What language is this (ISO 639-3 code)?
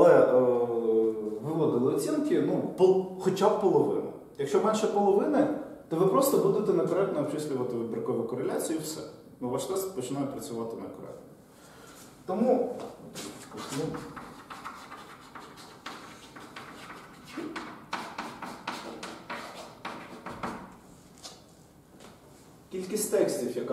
ukr